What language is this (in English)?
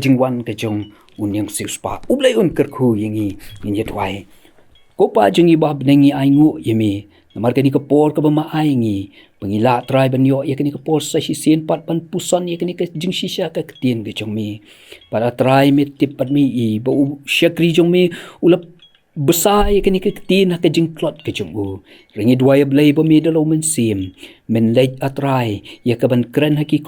Khasi